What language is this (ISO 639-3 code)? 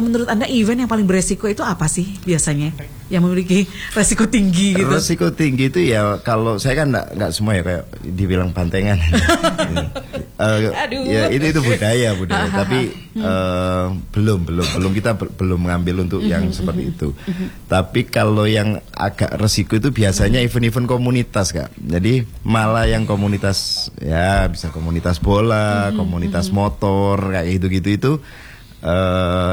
ind